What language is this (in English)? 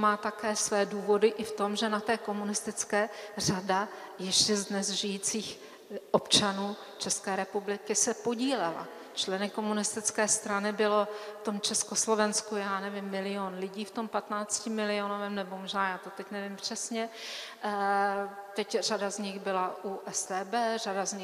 Czech